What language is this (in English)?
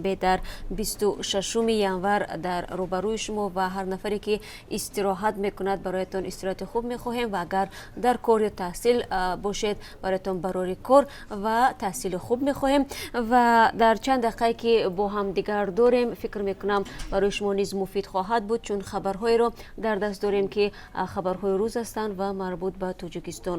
Tajik